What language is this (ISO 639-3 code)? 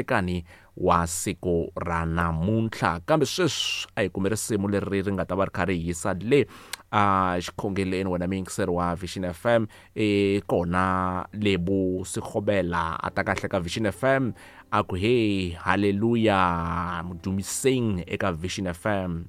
tso